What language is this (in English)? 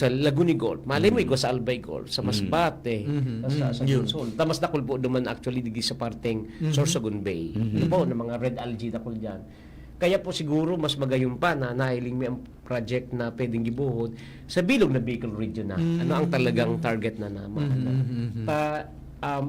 Bikol